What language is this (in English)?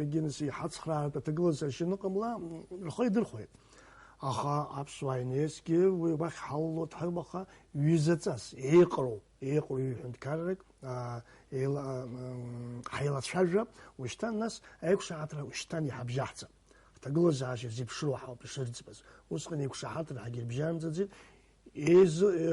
Abkhazian